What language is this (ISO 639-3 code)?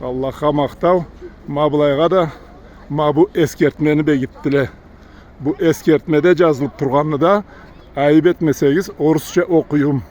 krc